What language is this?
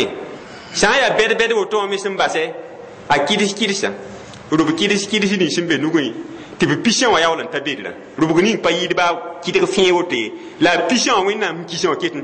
Mossi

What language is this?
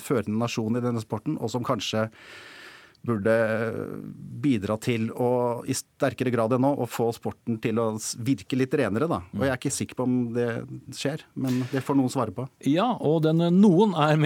Norwegian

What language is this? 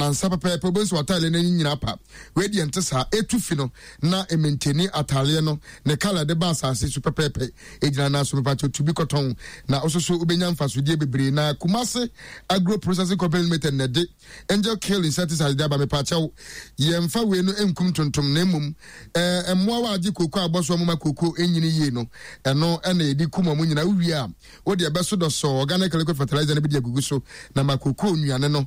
Akan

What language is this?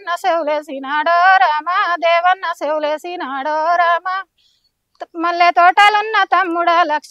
Telugu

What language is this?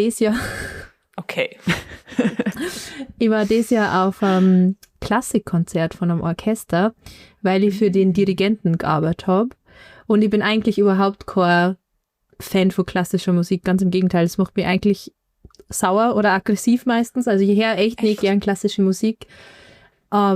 Bavarian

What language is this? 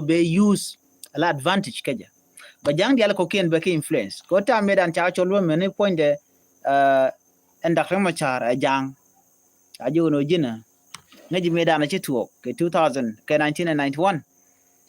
Nuer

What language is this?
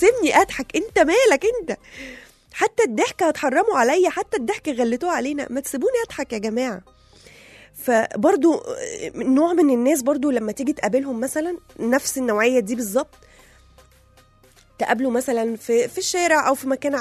Egyptian Arabic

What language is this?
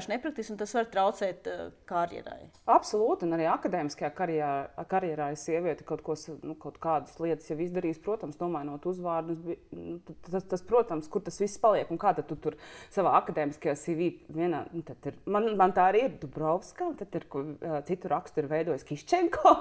Latvian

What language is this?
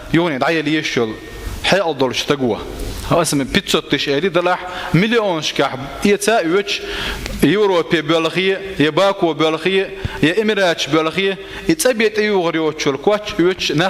Chechen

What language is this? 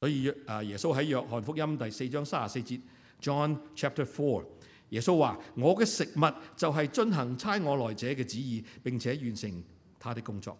Cantonese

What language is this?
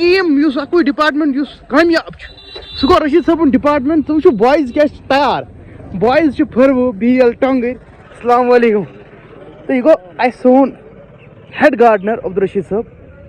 Kashmiri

